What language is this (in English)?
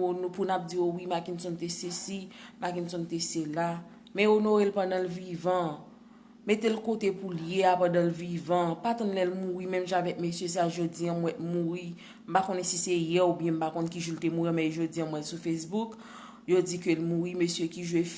Haitian Creole